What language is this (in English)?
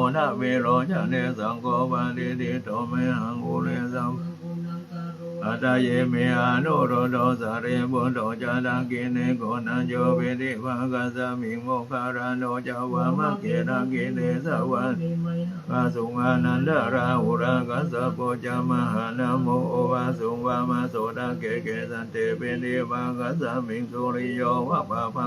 Pali